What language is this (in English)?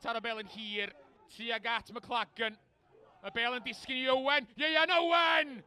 Welsh